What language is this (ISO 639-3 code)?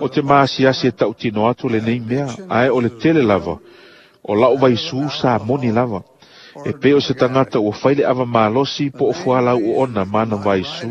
smo